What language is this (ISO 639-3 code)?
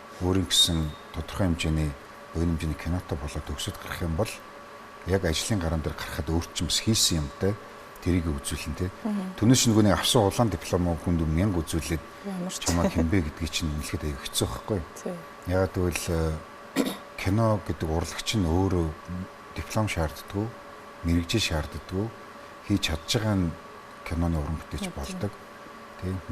mon